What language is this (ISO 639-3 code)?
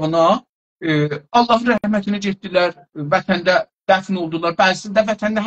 azb